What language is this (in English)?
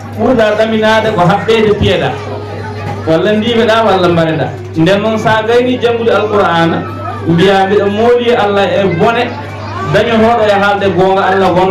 Fula